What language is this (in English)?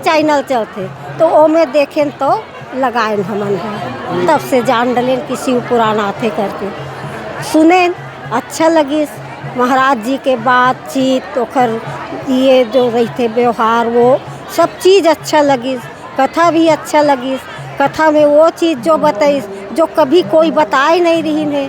Chhattisgarhi